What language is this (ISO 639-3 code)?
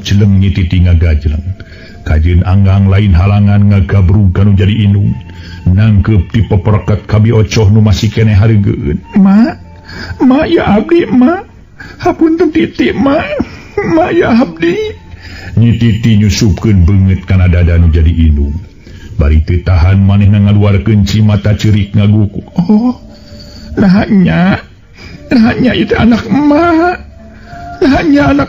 sun